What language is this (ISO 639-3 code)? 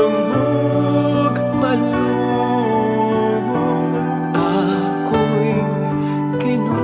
pam